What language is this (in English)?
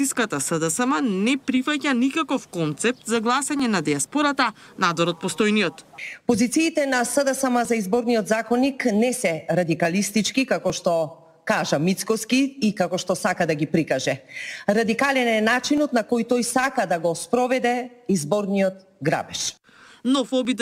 Macedonian